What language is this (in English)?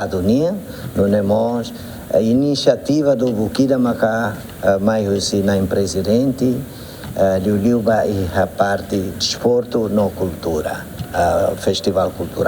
Tetum